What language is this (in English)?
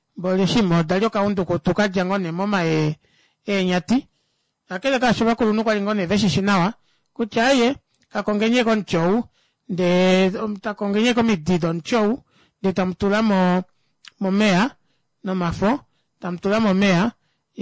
Kuanyama